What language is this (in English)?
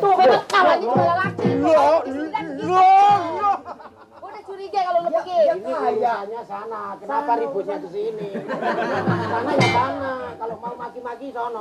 Betawi